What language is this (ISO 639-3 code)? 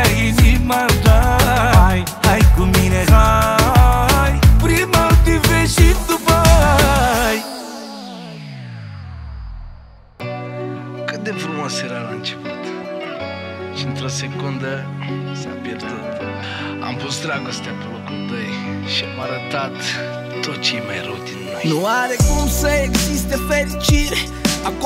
ron